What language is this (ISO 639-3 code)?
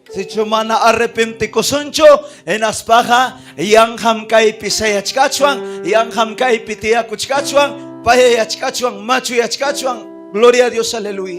quy